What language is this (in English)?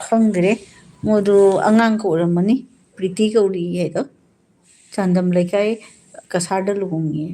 Manipuri